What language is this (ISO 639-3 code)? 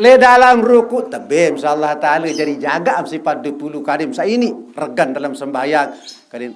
sas